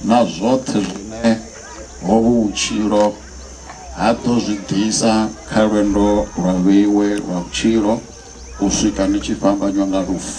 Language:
Venda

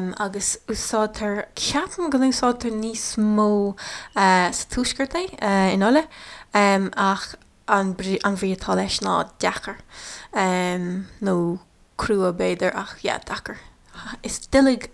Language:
Irish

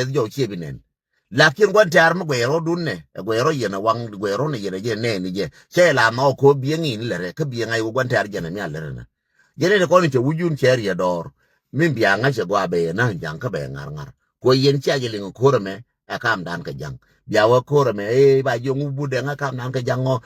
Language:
Nuer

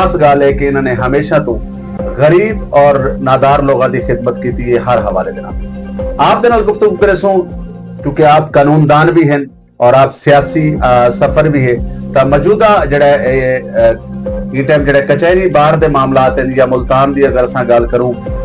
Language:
Saraiki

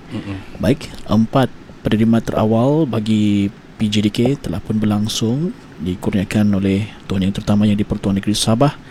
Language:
Malay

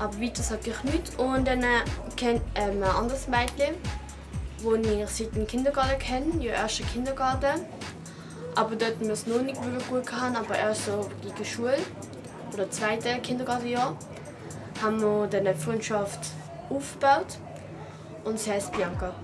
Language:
Swiss German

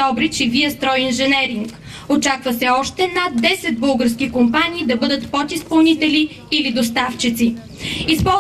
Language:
Bulgarian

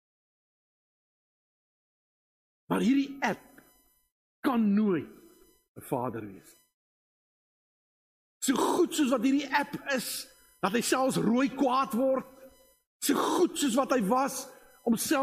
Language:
Afrikaans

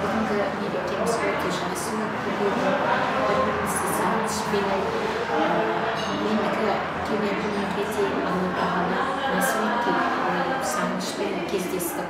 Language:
Kara-Kalpak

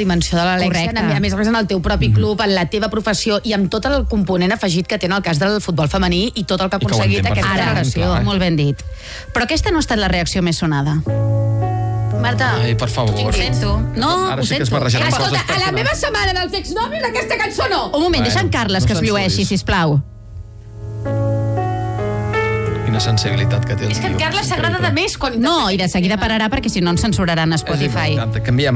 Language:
Catalan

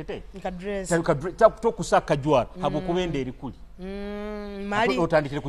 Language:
Nyoro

